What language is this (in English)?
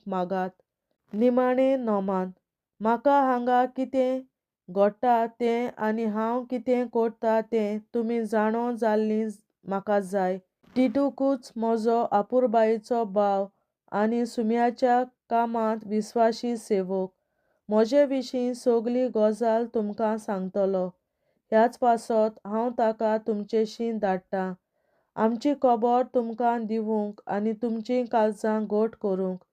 Konkani